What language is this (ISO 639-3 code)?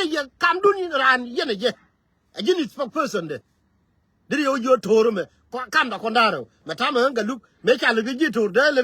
nus